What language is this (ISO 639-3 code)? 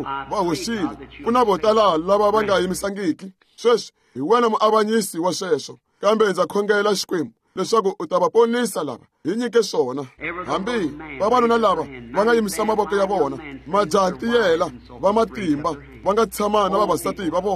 tso